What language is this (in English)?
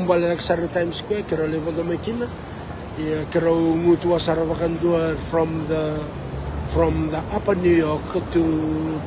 Fijian